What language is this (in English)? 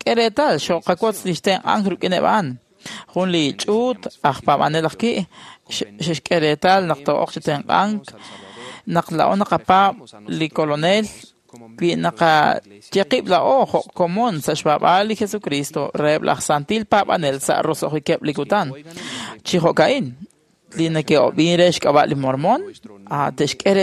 Kekchí